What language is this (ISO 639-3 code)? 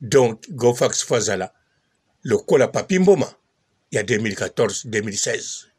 lin